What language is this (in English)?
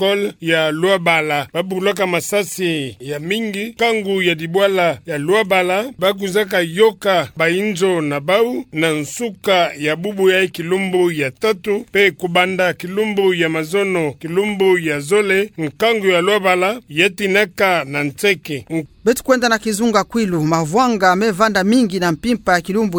Kituba (Democratic Republic of Congo)